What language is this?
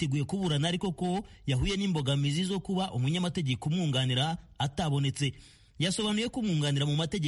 Kinyarwanda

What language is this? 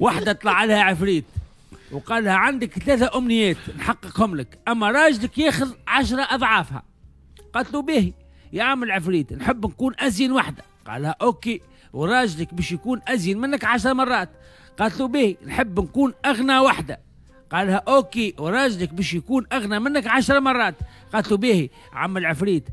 Tunisian Arabic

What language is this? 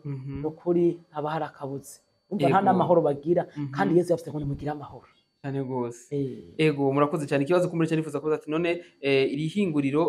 Rundi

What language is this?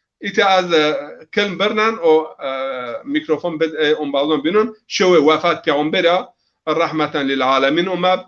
Zaza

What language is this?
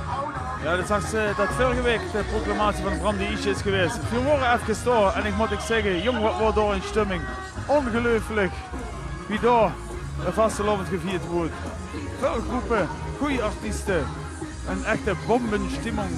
Limburgish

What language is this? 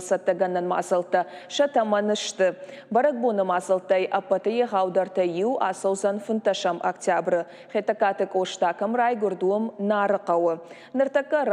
Ossetic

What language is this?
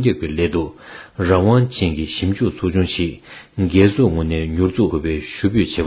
Tibetan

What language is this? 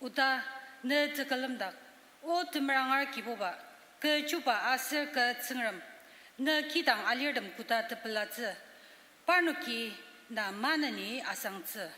Ao Naga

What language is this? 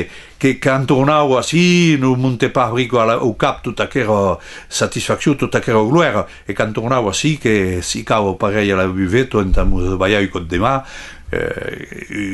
Occitan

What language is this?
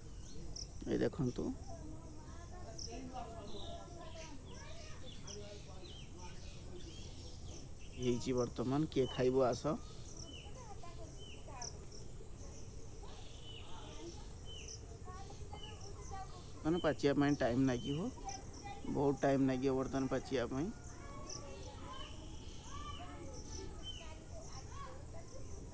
Odia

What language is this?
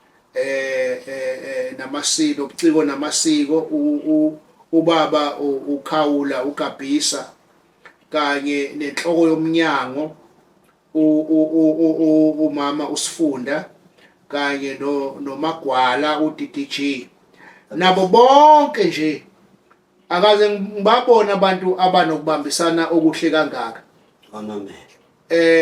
Zulu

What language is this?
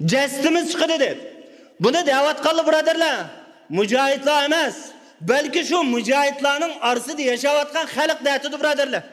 Uyghur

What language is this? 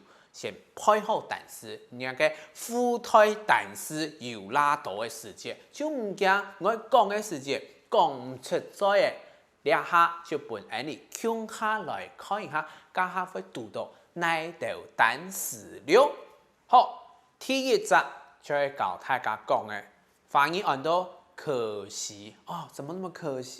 Hakka Chinese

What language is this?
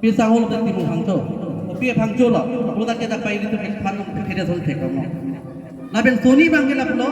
Karbi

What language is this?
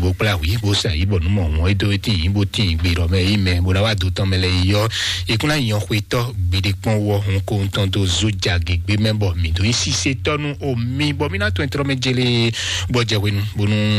Fon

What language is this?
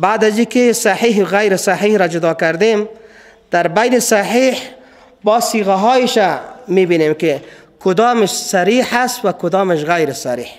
Persian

